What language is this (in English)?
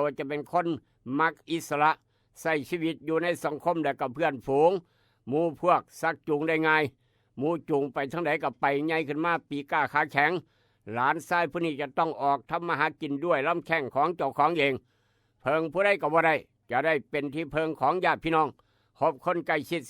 Northeastern Thai